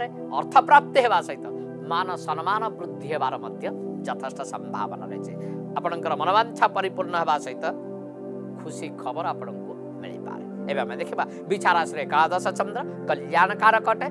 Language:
Odia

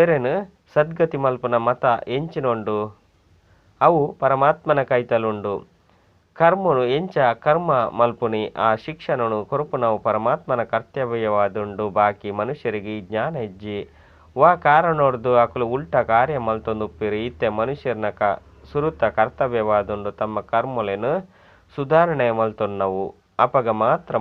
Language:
Tulu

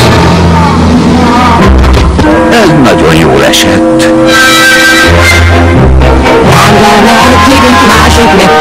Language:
Hungarian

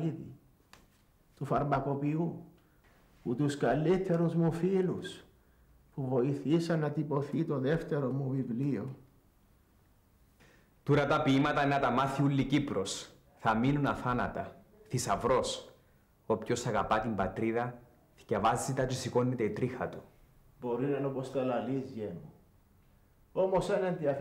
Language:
Greek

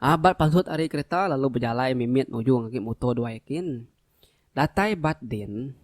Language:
Iban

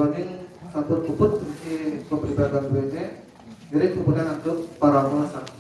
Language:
Balinese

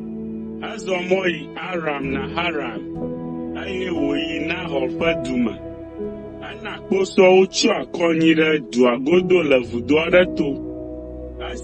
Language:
Ewe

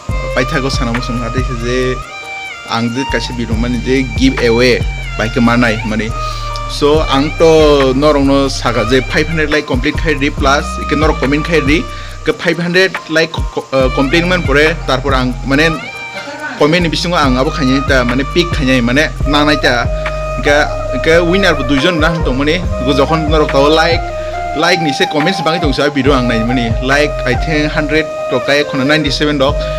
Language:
Kok Borok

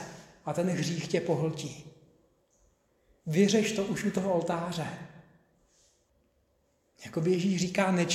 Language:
Czech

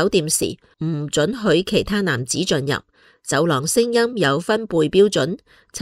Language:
Cantonese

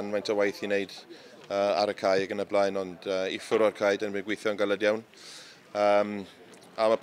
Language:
Welsh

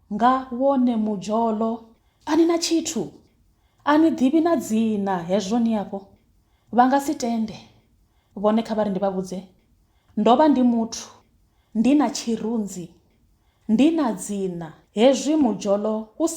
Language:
Venda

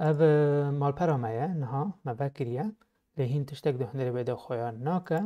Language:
Kurdish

